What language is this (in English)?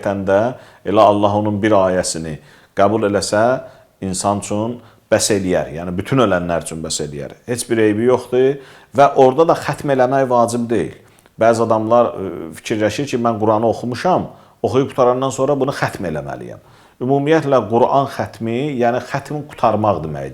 Azerbaijani